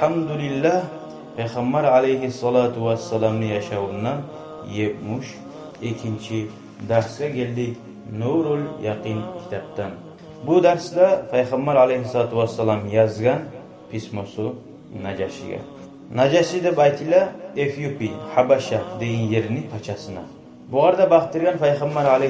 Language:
Kumyk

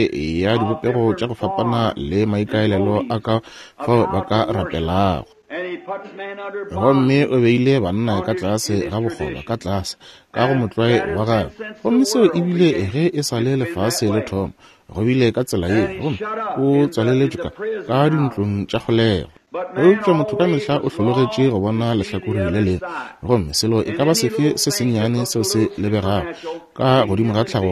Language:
Northern Sotho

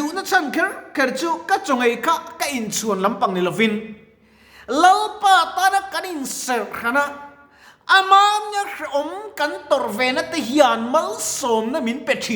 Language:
Mizo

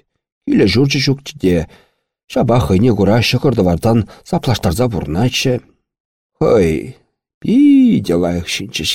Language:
Chuvash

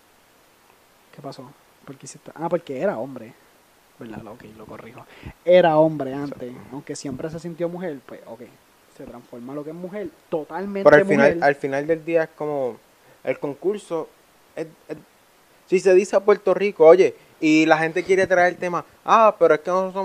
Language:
Spanish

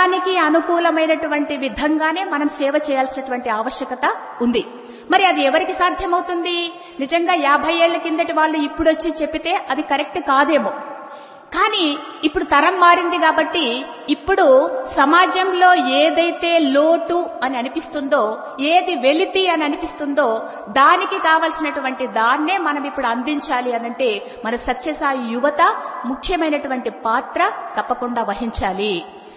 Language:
Telugu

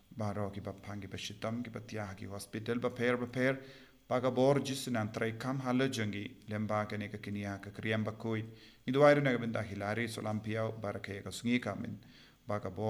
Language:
Khasi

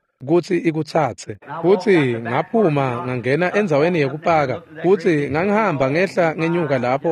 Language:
Swati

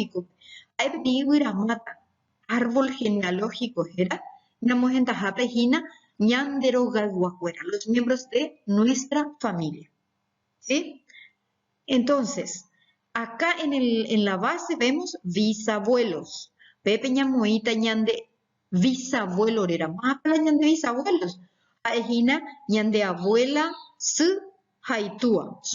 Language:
Guarani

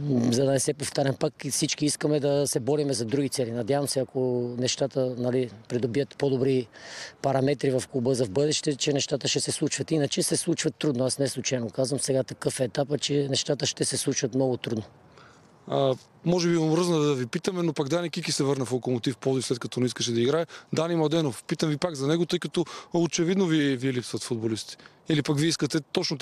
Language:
Bulgarian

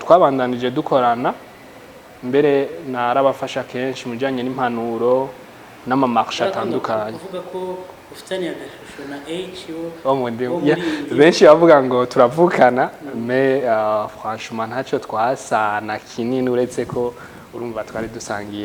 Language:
Rundi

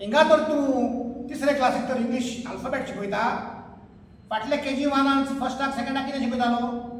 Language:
Konkani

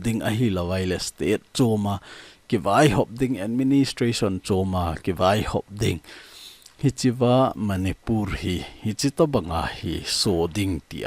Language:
Thado Chin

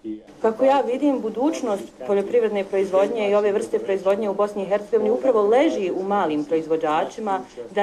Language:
Bosnian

